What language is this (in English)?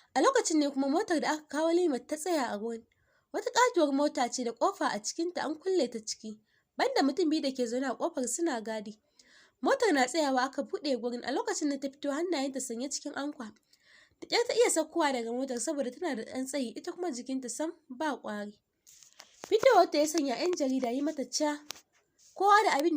Hausa